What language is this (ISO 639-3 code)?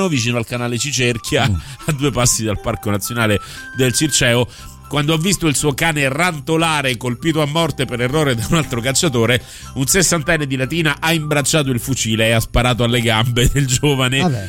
ita